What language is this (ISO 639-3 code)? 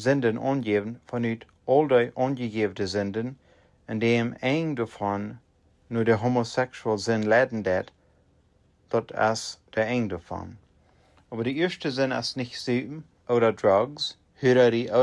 pdt